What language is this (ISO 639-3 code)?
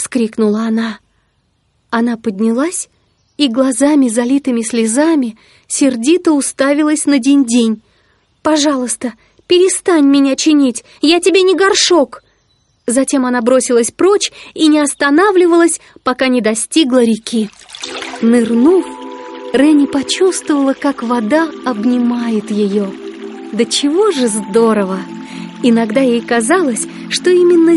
rus